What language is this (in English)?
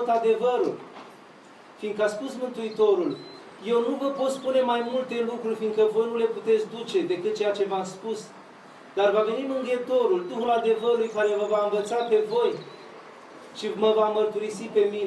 Romanian